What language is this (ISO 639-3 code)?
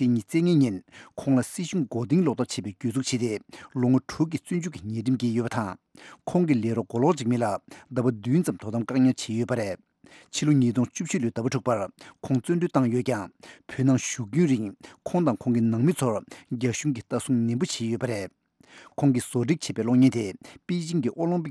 bod